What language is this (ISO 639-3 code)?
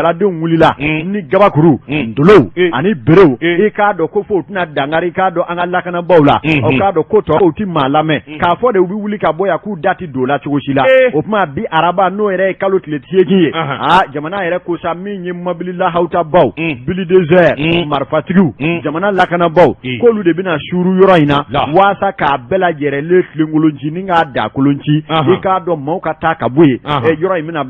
bam